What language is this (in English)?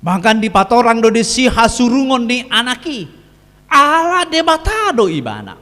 Batak Toba